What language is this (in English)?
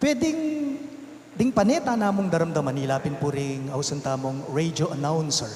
Pampanga